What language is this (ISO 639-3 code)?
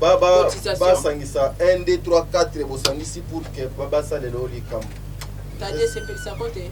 lin